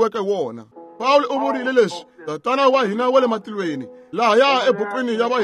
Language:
Tsonga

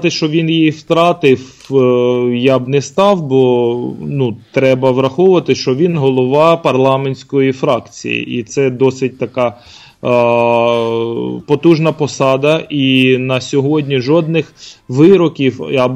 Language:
Ukrainian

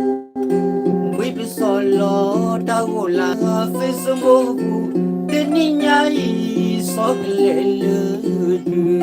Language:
S'gaw Karen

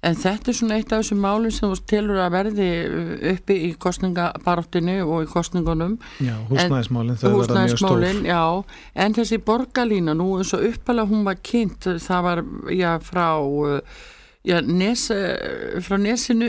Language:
Icelandic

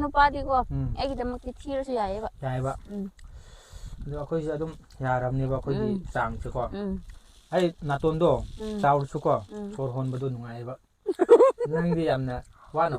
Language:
Manipuri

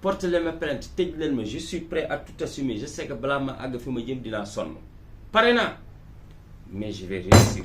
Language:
Wolof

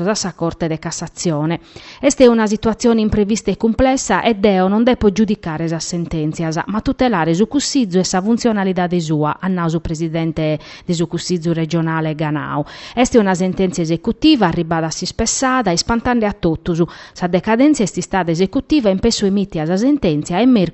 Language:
Sardinian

